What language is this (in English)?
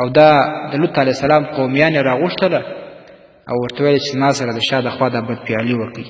Pashto